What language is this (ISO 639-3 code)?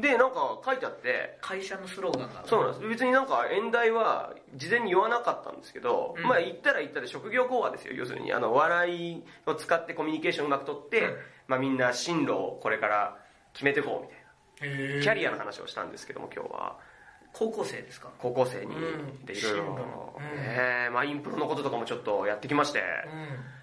jpn